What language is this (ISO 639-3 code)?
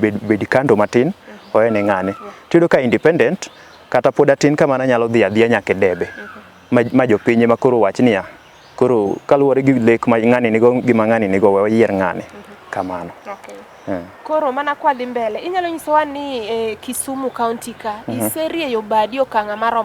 luo